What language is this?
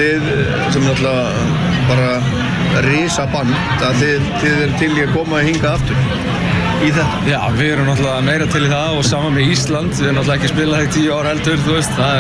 Icelandic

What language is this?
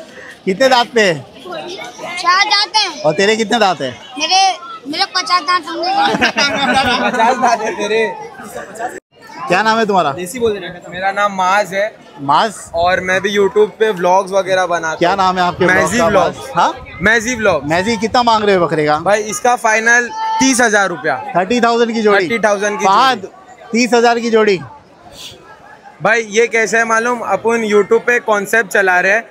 Hindi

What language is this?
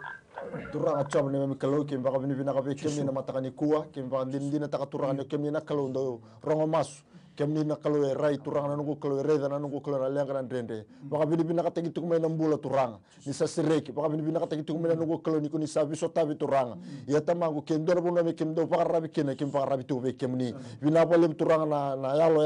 Fijian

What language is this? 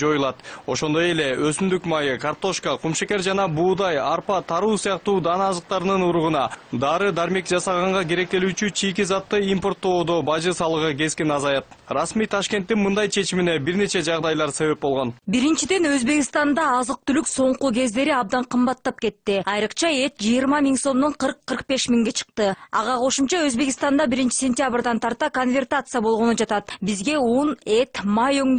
Kyrgyz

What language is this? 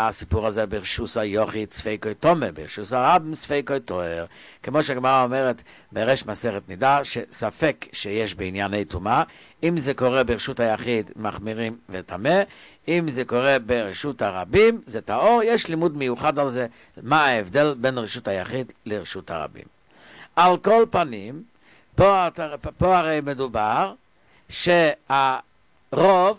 Hebrew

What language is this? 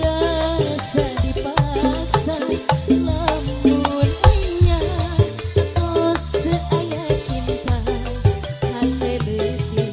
Sundanese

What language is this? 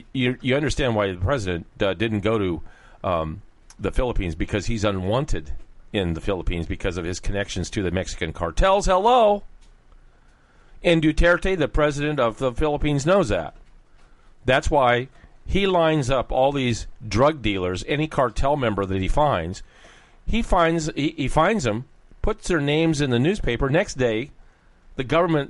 English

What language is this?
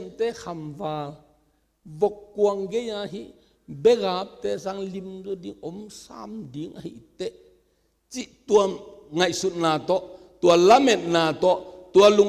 Tedim Chin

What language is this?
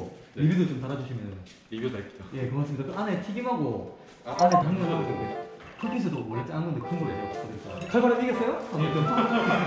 Korean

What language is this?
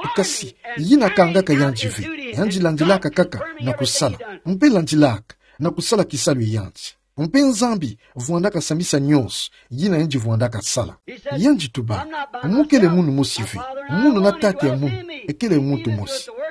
Kituba (Democratic Republic of Congo)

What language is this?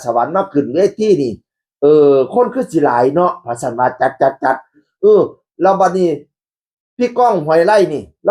Northeastern Thai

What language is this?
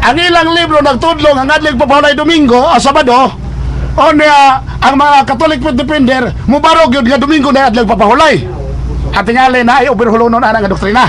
Cebuano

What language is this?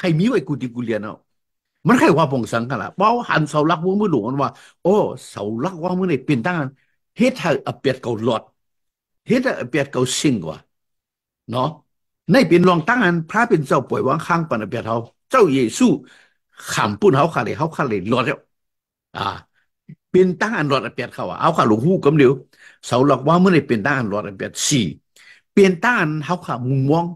Shan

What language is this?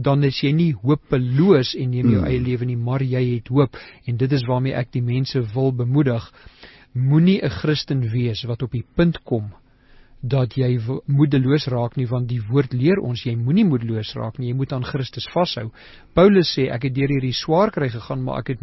Afrikaans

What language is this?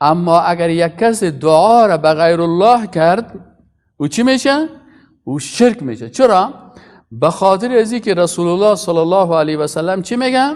Persian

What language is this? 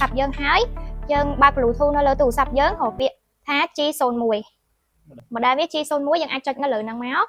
Khmer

